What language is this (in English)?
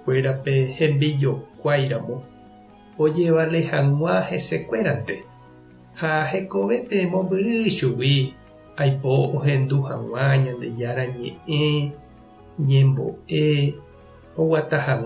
Guarani